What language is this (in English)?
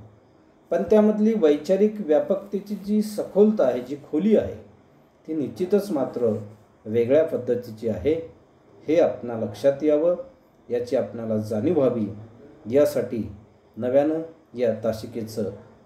Marathi